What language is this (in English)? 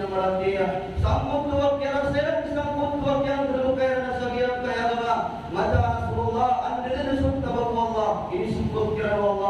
Maranao